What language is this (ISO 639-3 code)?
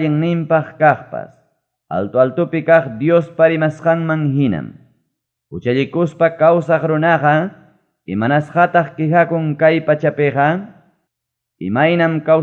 quy